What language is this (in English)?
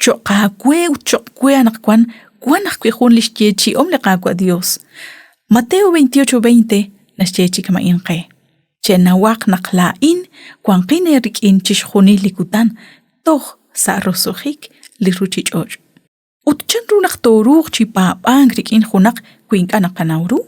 Kekchí